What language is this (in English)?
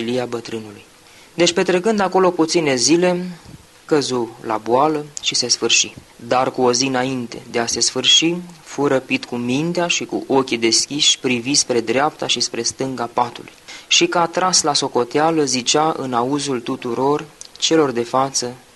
Romanian